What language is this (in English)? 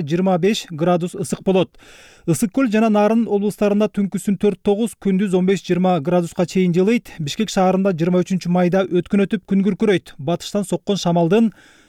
Kyrgyz